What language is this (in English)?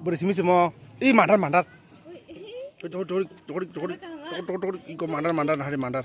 Kok Borok